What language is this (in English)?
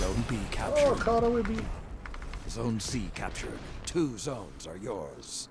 Māori